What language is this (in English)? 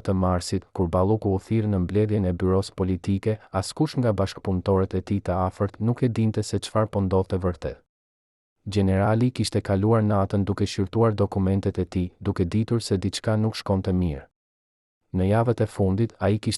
Albanian